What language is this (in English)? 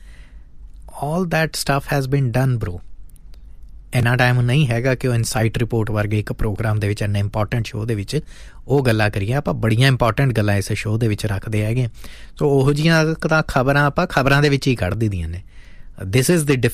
Punjabi